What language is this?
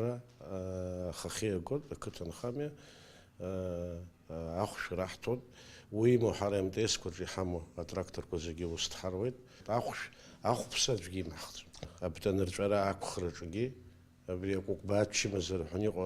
Abkhazian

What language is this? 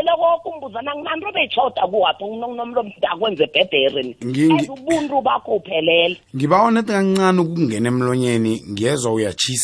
South Ndebele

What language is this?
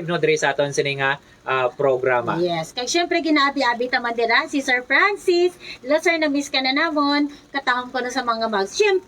Hiligaynon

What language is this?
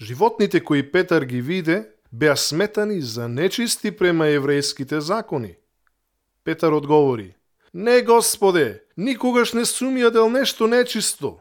Macedonian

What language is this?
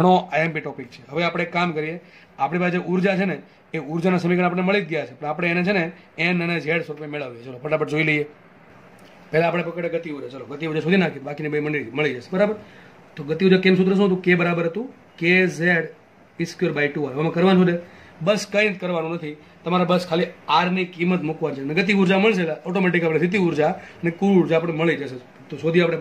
Gujarati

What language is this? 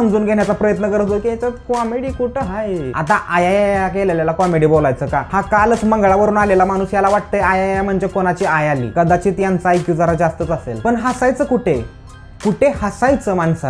Marathi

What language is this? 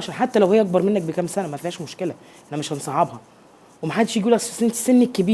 Egyptian Arabic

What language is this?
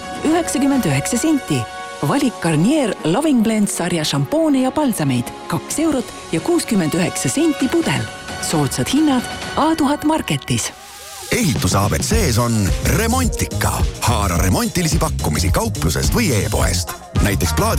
Estonian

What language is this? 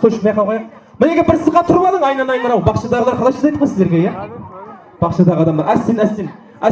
Kara-Kalpak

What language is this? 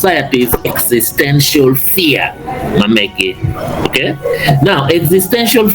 Acoli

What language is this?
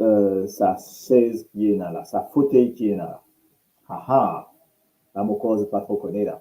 Morisyen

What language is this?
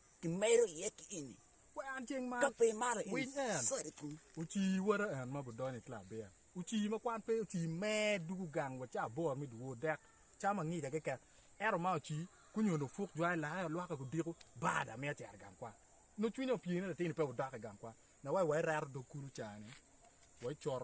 Acoli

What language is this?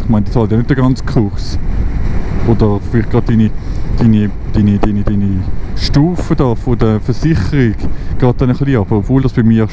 Swiss German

